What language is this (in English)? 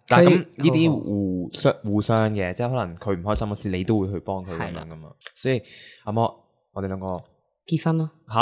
Cantonese